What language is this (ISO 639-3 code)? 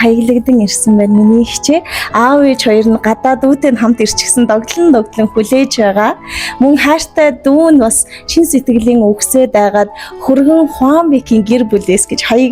mon